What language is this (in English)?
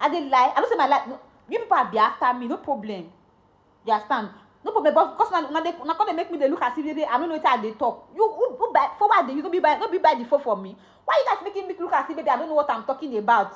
Nigerian Pidgin